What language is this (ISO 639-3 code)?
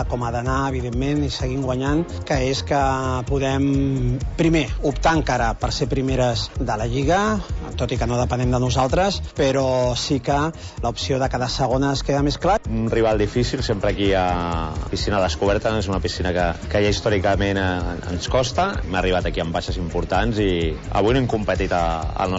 cat